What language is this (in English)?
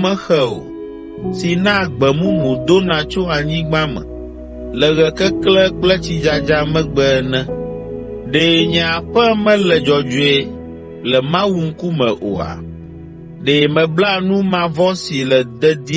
Ewe